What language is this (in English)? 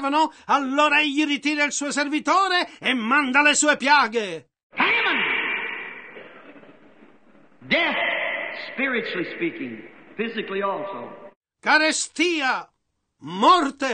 Italian